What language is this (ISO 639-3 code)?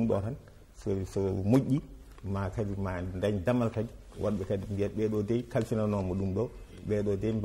ful